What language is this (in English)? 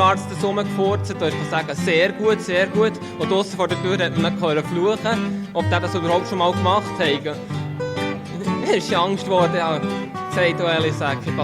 Swiss German